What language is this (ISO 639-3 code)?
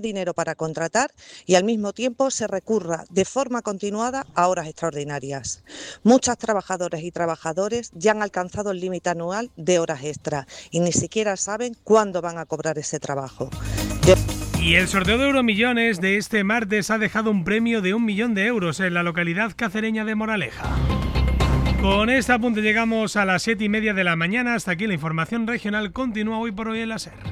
spa